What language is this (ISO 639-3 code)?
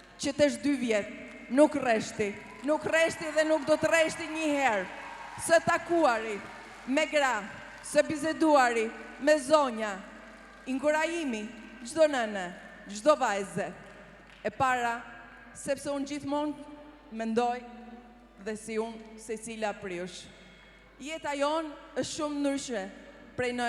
sqi